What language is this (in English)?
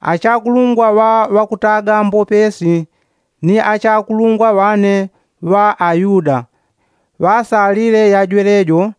Yao